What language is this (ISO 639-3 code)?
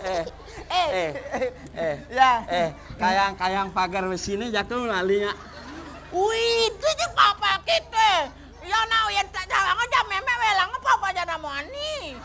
ban